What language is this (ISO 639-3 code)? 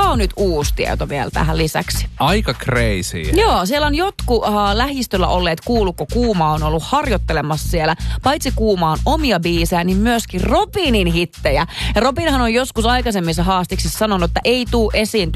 fin